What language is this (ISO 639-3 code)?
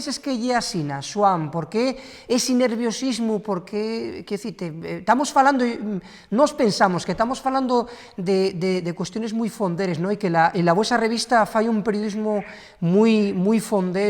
ast